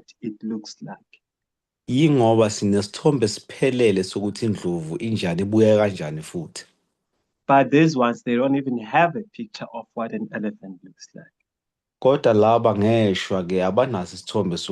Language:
Zulu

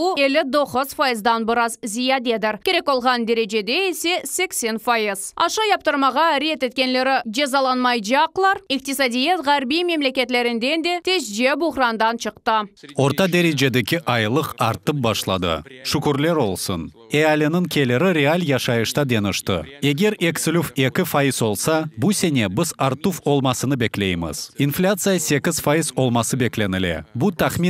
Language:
Crimean Tatar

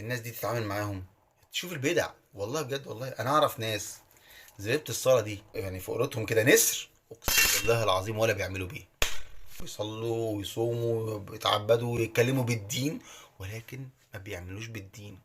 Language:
Egyptian Arabic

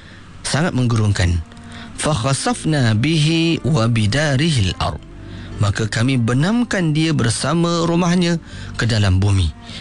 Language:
Malay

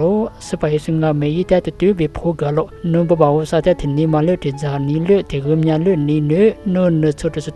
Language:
Lisu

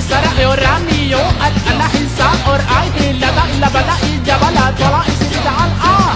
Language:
Minangkabau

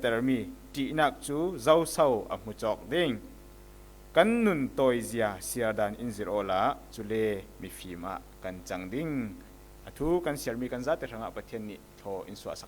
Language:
Falam Chin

